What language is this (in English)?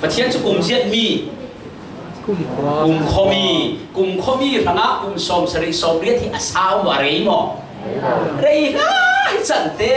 Falam Chin